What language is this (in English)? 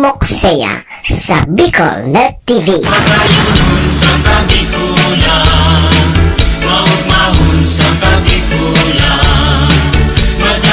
Bikol